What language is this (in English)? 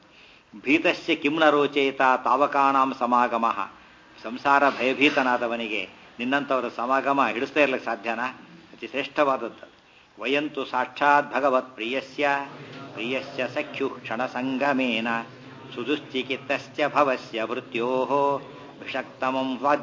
Kannada